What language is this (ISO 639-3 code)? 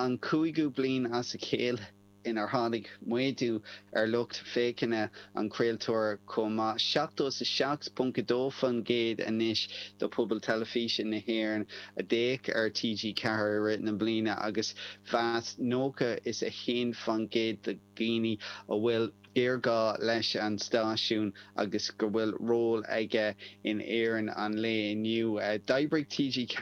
gle